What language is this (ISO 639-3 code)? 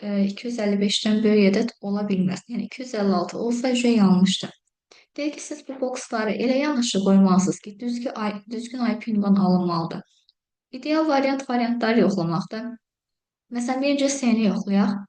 aze